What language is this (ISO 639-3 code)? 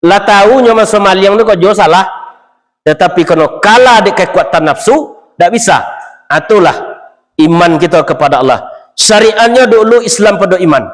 min